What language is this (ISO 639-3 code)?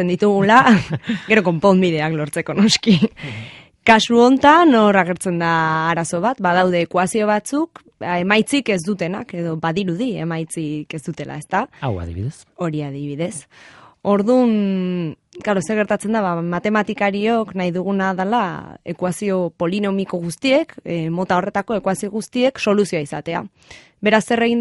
eus